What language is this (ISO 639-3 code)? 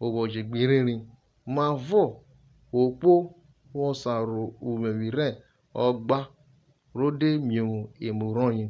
urh